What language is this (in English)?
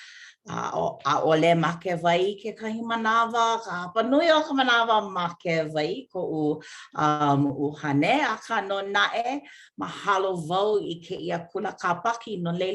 Hawaiian